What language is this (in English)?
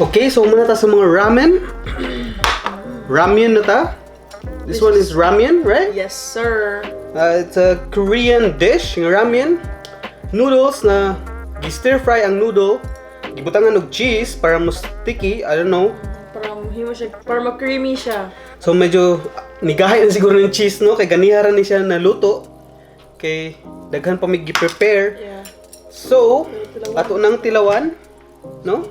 Cebuano